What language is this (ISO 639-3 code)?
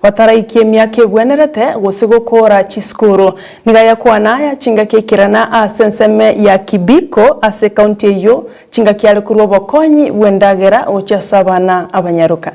guz